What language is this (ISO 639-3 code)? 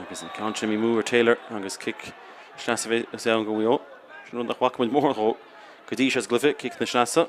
gle